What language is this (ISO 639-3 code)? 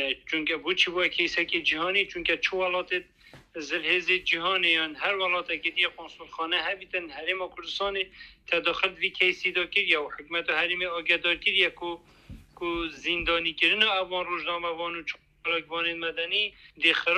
kur